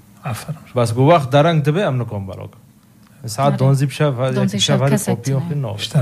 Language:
North Levantine Arabic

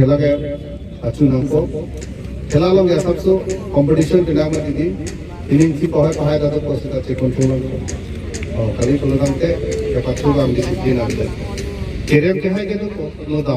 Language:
Karbi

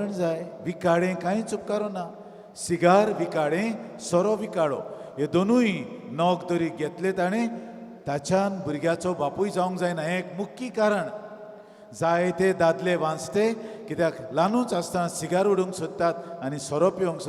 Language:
Konkani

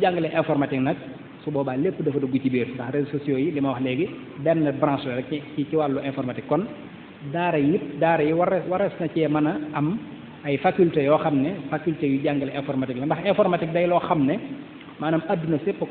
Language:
Wolof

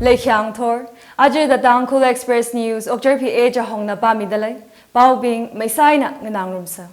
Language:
Tangkhul Naga (India)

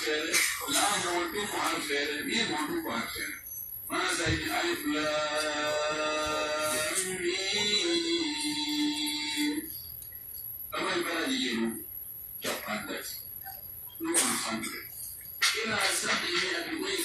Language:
Pular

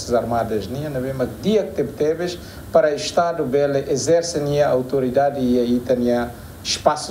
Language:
Tetum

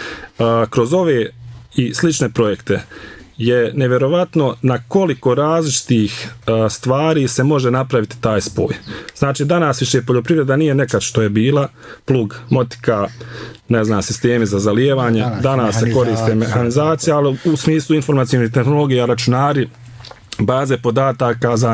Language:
Bosnian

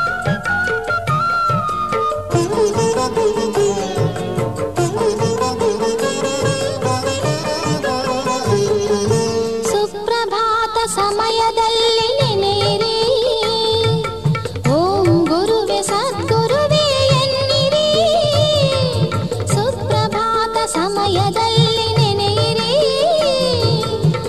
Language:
Kannada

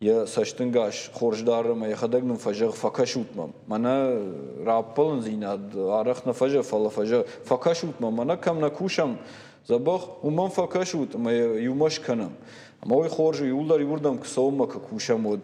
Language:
Ossetic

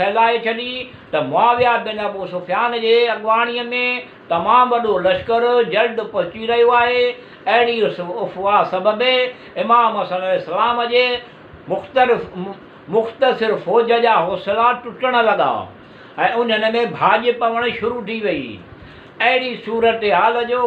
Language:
Sindhi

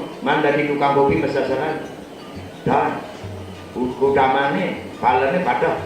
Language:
Balinese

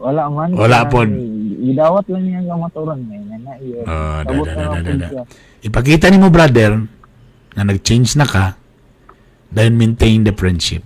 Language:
Cebuano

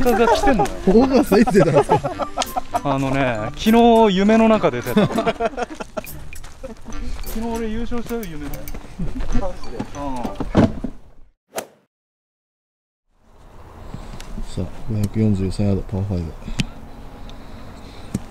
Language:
Japanese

